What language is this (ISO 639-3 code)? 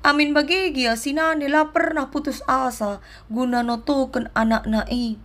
btx